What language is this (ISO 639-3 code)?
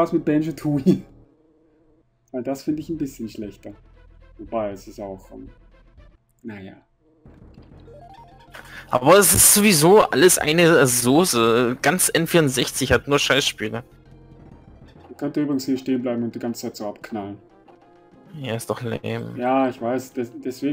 deu